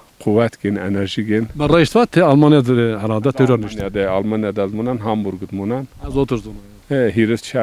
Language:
Zaza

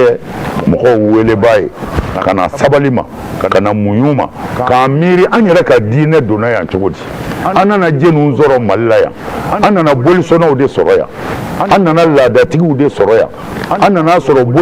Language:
Bambara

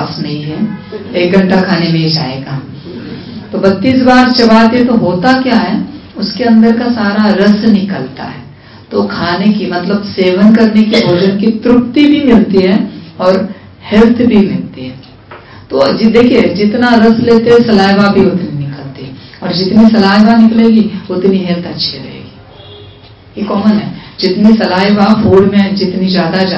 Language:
Hindi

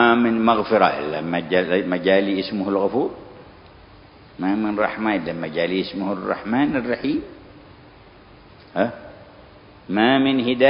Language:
Arabic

